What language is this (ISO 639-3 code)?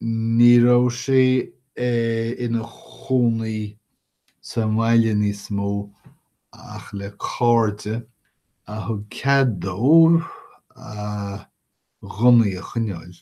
gle